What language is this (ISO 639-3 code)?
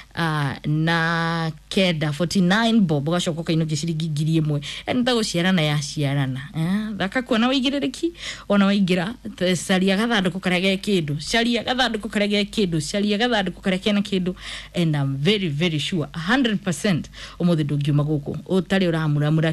kik